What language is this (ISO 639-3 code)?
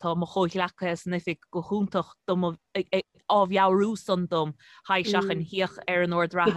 gle